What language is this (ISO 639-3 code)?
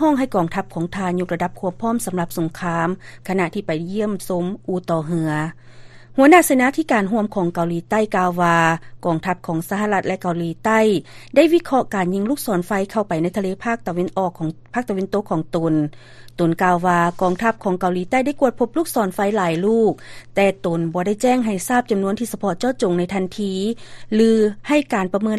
lao